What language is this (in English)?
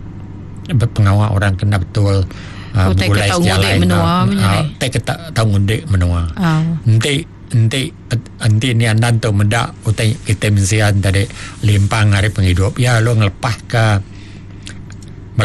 Iban